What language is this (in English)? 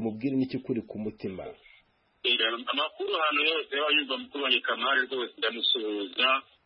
Kinyarwanda